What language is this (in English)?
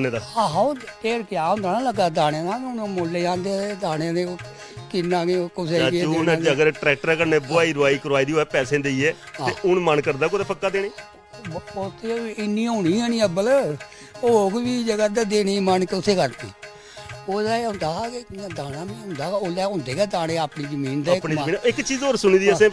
Dogri